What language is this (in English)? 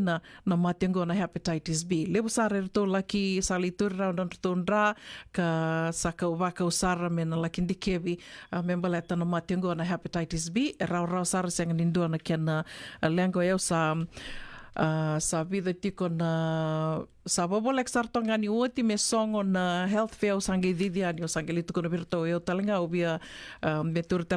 Fijian